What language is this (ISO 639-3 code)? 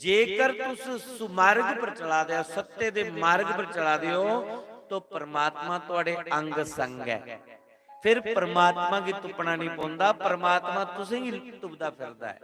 doi